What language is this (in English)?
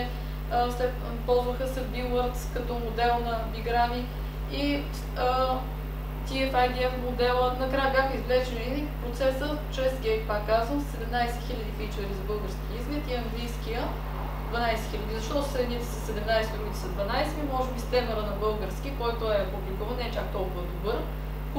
Bulgarian